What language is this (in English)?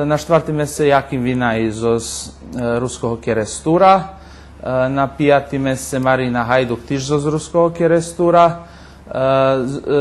Rusyn